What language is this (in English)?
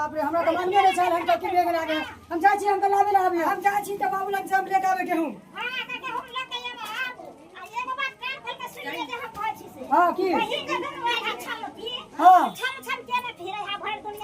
Maithili